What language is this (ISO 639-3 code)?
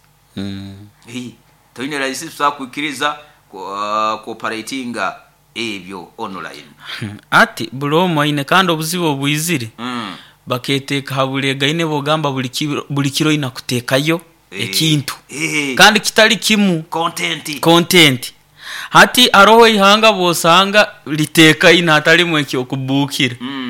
nyo